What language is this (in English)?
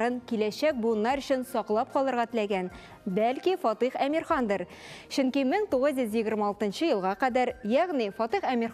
Tatar